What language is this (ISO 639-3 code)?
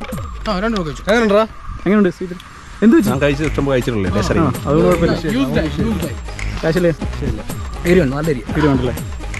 mal